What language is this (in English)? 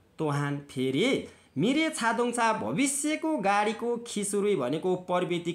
Nepali